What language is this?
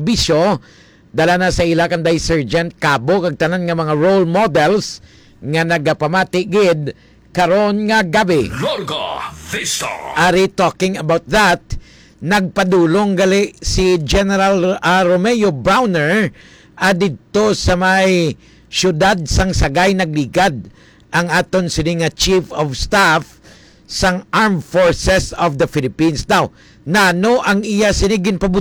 Hiligaynon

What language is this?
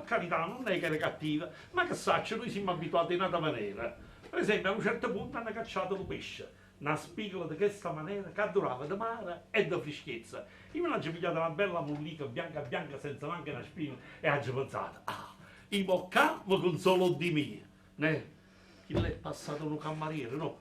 Neapolitan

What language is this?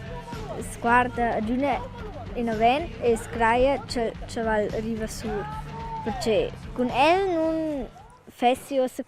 Romansh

